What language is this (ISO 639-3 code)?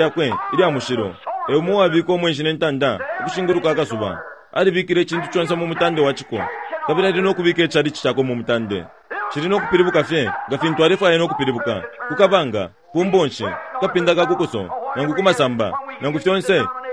bem